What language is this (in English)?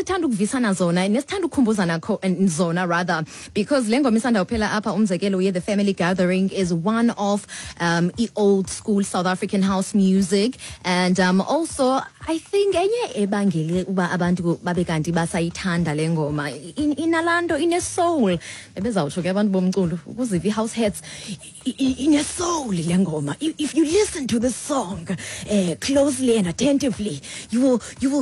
Xhosa